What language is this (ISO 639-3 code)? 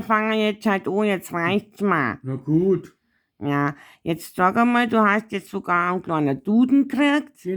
bar